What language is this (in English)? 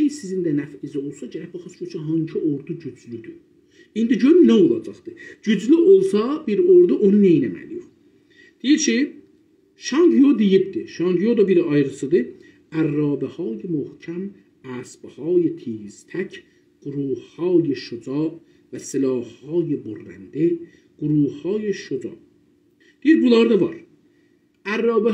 South Azerbaijani